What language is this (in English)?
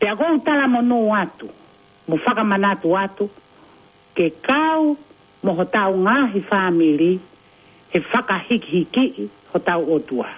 Tongan